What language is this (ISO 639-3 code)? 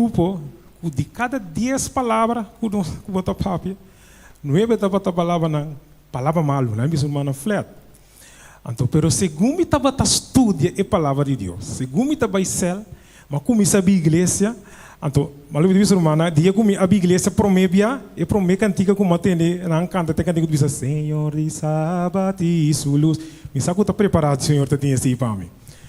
pap